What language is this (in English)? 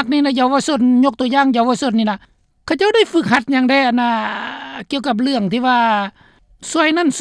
Lao